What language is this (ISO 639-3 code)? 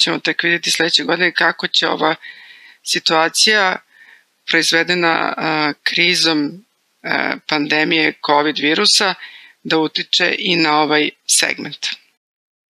srp